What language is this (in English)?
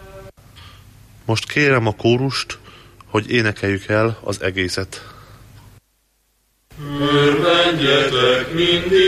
Hungarian